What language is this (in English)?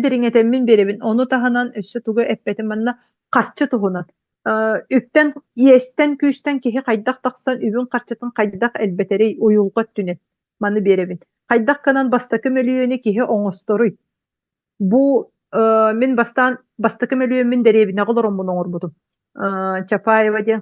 Yakut